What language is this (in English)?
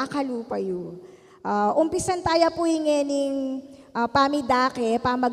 Pampanga